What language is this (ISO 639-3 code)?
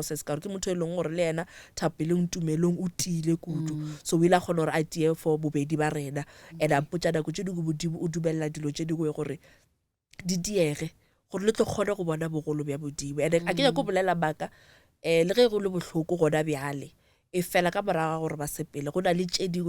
nso